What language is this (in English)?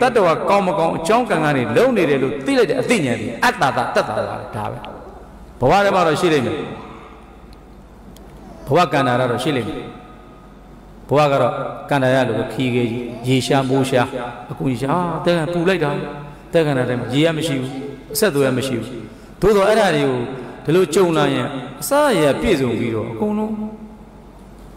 Burmese